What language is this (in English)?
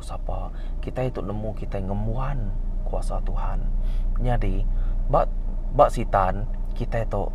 Iban